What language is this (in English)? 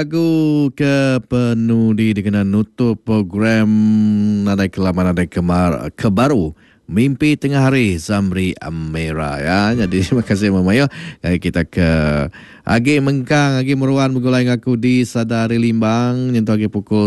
Iban